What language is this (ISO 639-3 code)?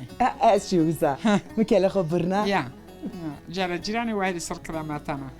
zza